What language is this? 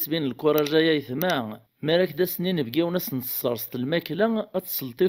Kabyle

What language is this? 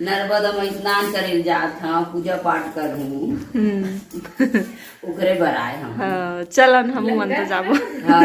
Chhattisgarhi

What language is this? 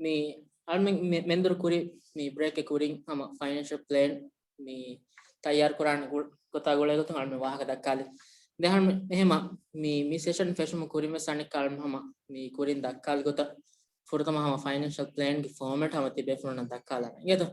Divehi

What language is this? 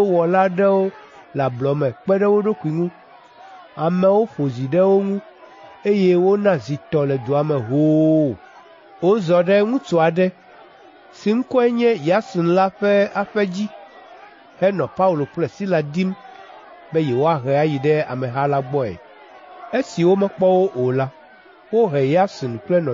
Ewe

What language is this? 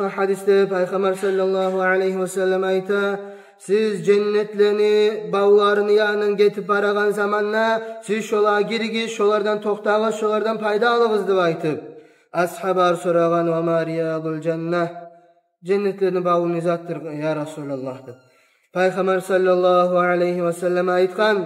Kumyk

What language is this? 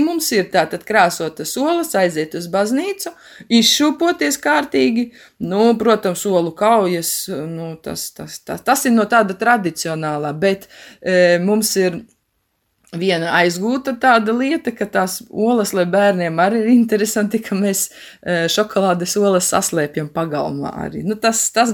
Latvian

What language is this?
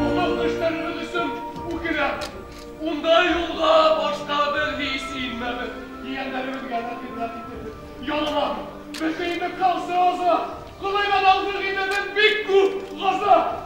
Bashkir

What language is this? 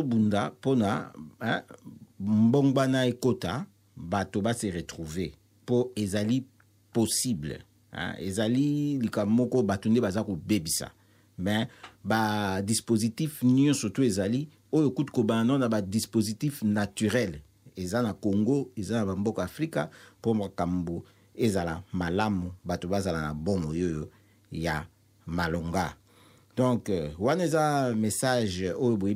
Lingala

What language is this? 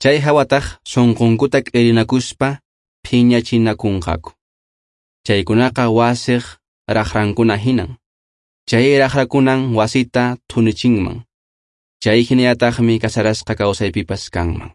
Quechua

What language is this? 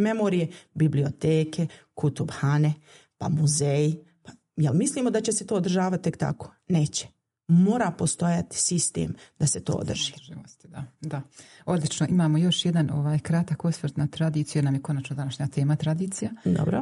Bosnian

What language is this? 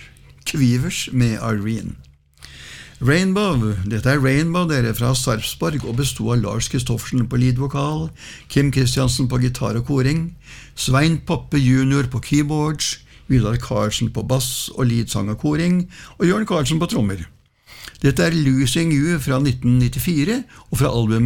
Norwegian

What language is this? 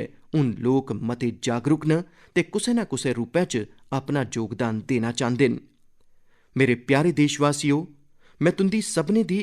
Dogri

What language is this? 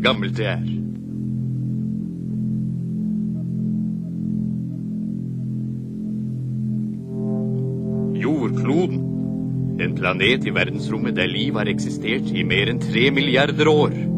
Norwegian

